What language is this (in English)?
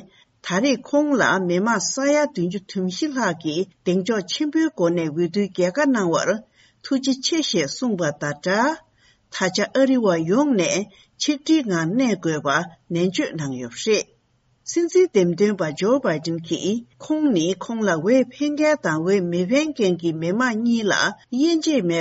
Tibetan